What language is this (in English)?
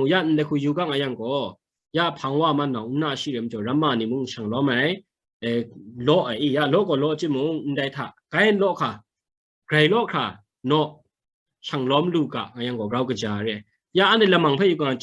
Kachin